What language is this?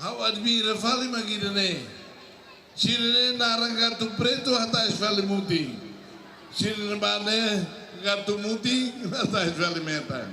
Tetum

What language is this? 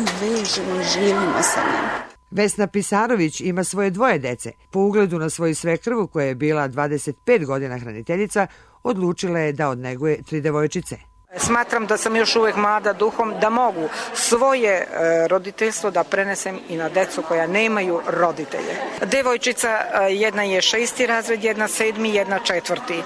Serbian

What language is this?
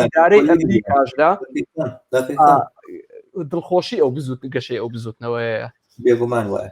Central Kurdish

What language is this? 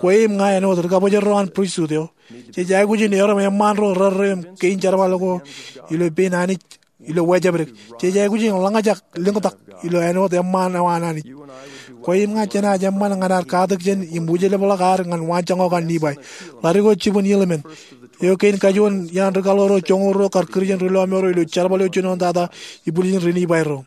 Marshallese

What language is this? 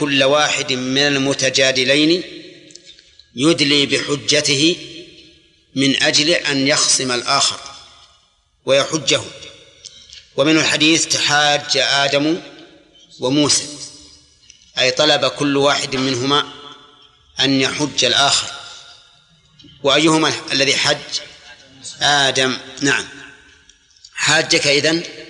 Arabic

